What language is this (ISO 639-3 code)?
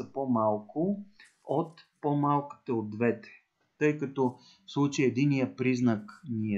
bul